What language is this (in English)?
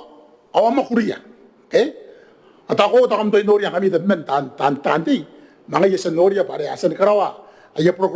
Gilbertese